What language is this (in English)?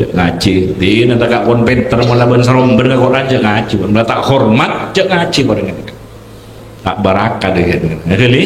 Madurese